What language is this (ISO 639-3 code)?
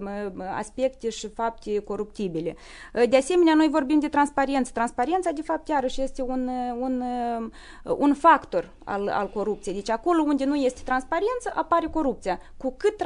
ron